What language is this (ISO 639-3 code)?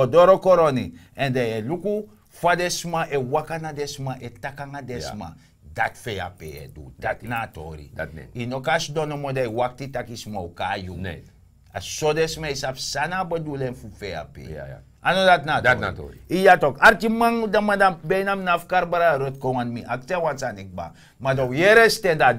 srn